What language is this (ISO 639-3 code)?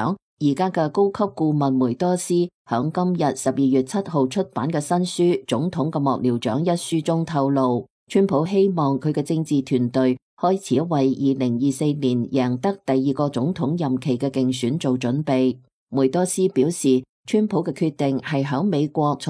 yue